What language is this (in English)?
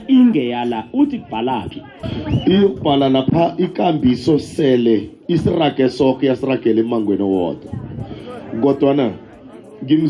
South Ndebele